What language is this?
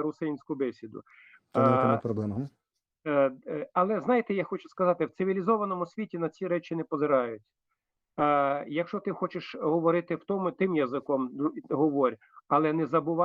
Rusyn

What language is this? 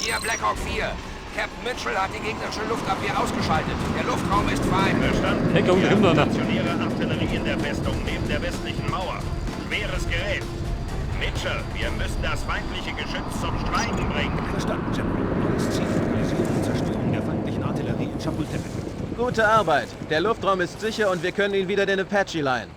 Bavarian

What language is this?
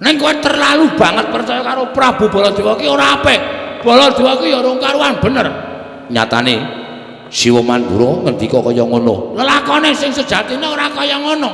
Javanese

